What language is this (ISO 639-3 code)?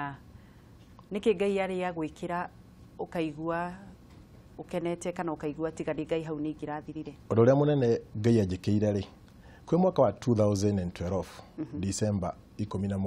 kik